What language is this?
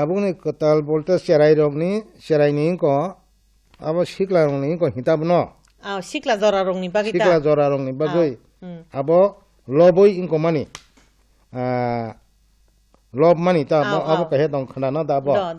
Kok Borok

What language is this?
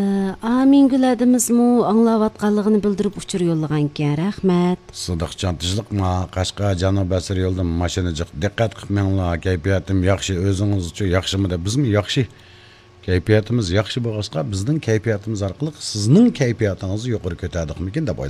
Uyghur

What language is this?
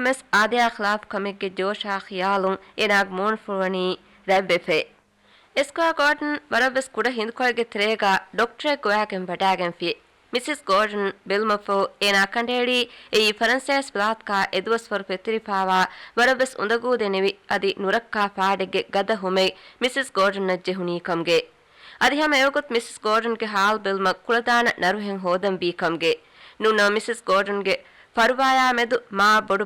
Divehi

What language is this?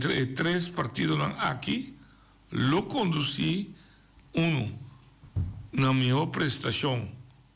Papiamento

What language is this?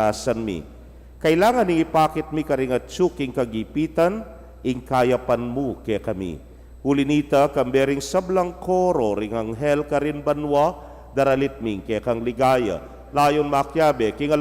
Pampanga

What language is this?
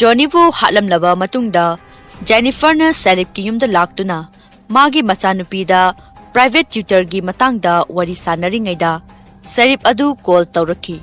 Manipuri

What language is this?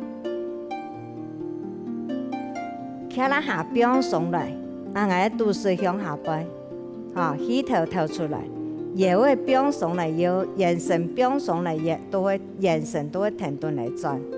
Hakka Chinese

